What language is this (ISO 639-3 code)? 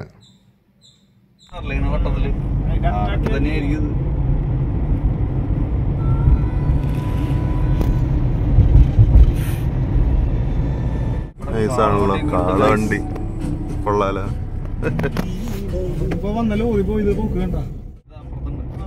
mal